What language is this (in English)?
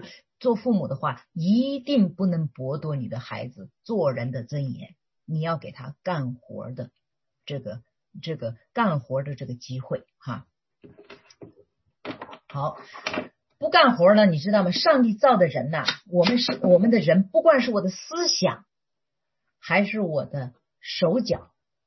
Chinese